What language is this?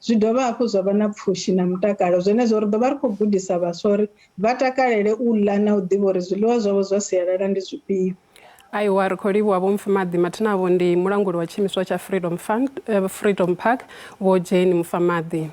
Venda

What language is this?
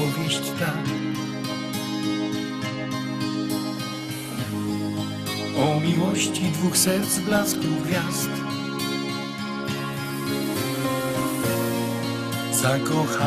Polish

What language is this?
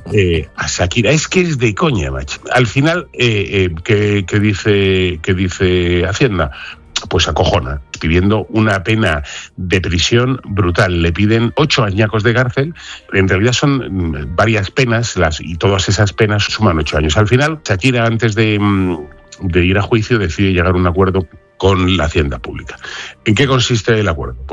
Spanish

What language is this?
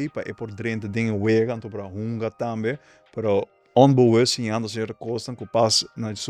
Papiamento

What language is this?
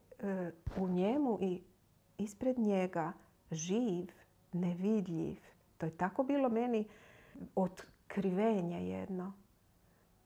Croatian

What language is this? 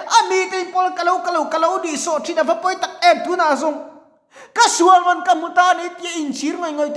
Mizo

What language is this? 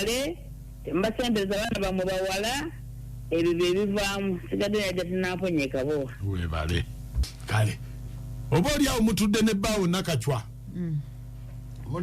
Ganda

